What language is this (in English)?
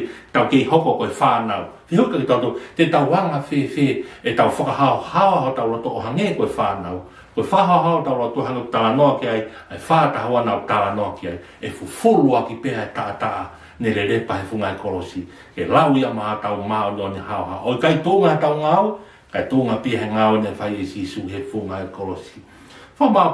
Tongan